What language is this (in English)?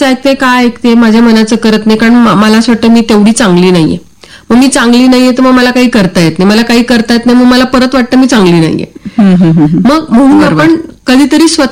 Marathi